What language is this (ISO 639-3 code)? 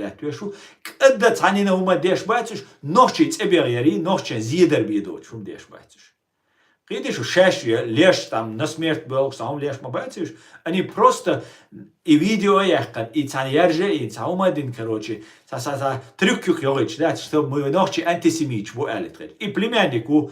che